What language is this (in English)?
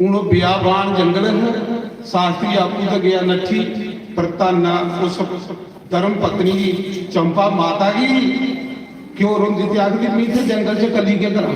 Dogri